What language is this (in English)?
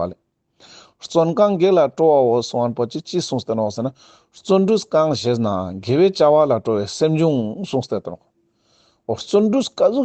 Ladakhi